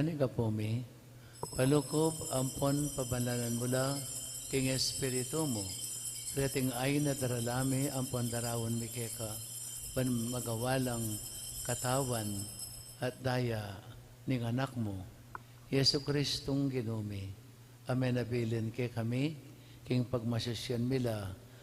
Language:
Pampanga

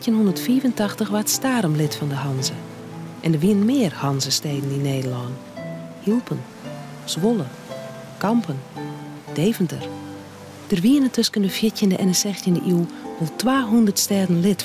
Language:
Western Frisian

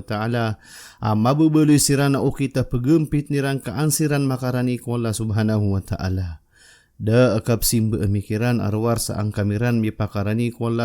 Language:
Maranao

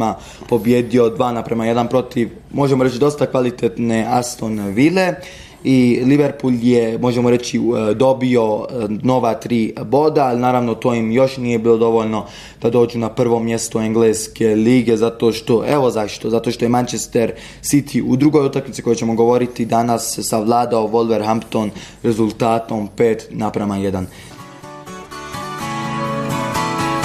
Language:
Bosnian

